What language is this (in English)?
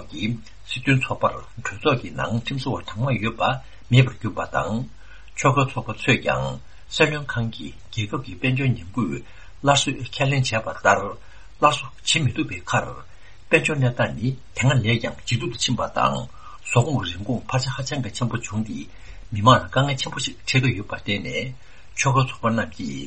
Tibetan